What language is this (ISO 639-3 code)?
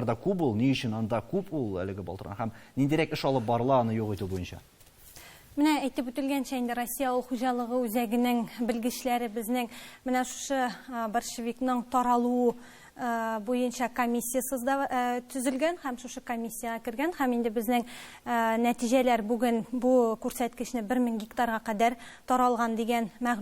tat